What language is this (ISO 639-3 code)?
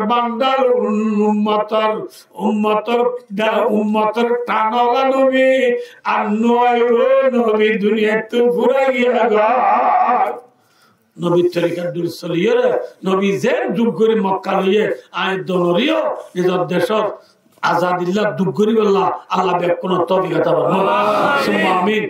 rhg